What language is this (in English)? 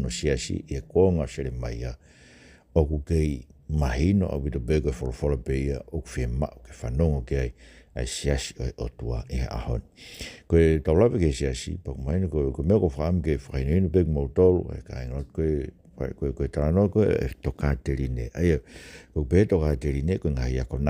Tongan